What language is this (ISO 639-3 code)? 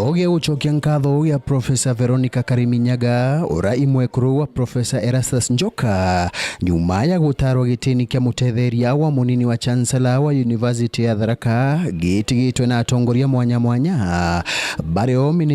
mer